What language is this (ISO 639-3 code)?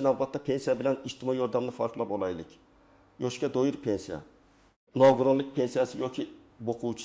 uzb